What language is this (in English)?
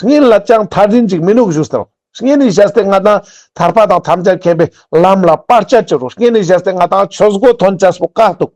Ladakhi